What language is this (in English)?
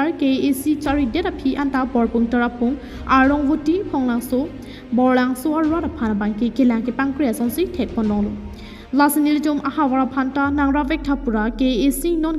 Karbi